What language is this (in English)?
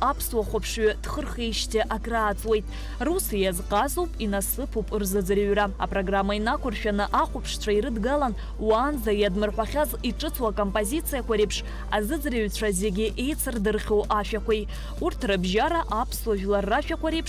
Abkhazian